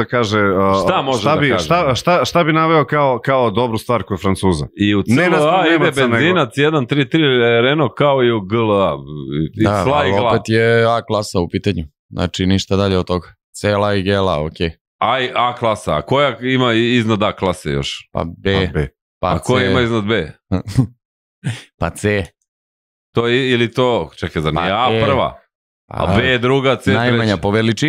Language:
Serbian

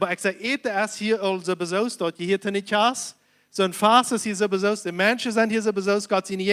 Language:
Plautdietsch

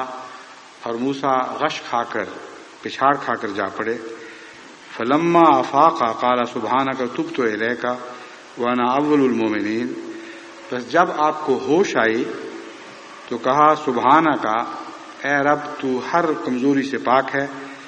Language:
Urdu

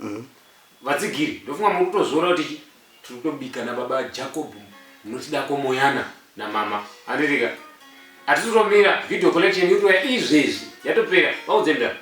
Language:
Shona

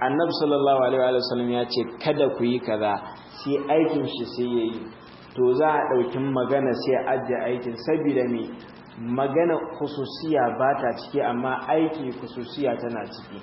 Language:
Hausa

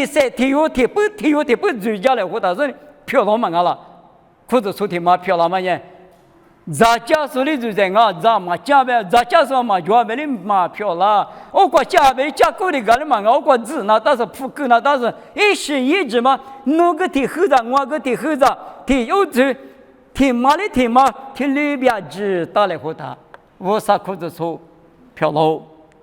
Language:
Lisu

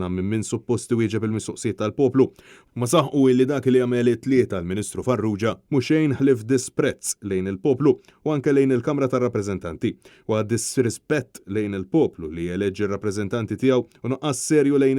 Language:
Maltese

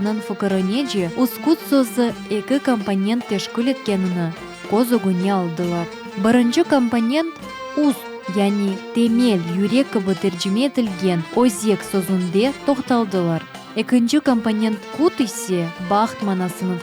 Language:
Crimean Tatar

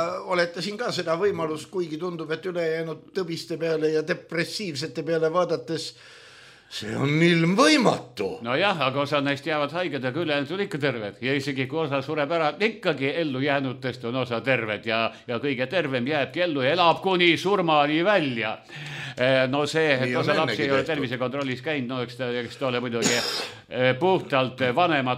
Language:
Estonian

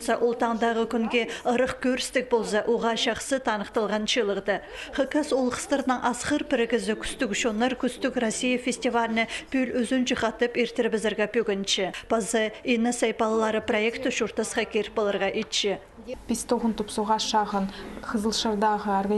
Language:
Khakas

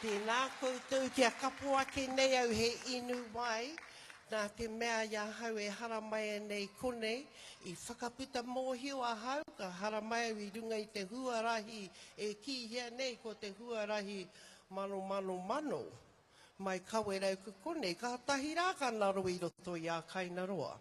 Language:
Māori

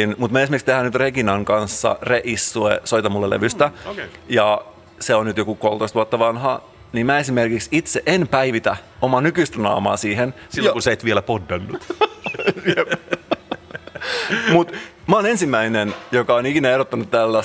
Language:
Finnish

